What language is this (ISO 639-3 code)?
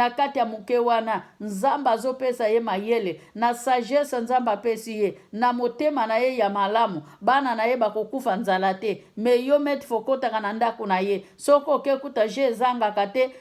lin